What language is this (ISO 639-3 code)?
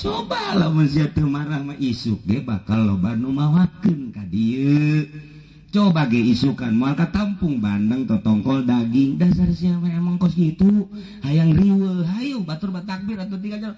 sun